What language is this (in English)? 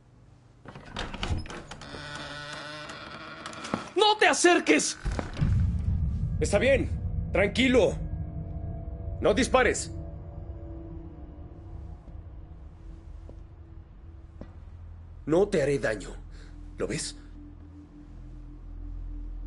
Spanish